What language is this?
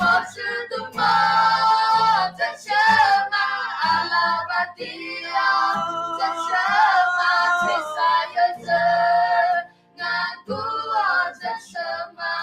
Akha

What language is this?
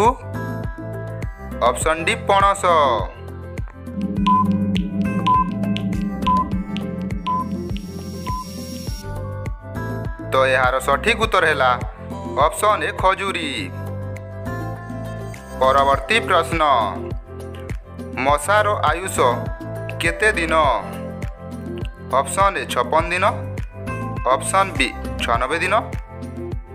Odia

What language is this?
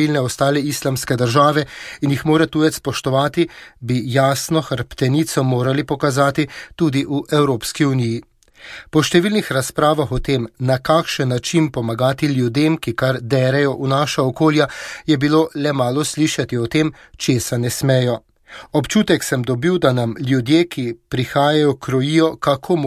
Slovenian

